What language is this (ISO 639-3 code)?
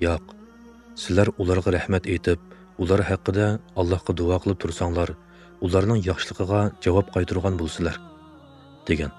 uig